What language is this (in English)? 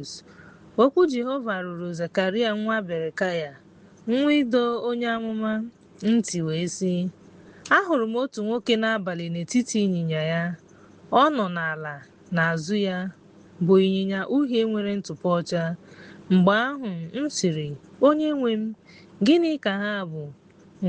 Igbo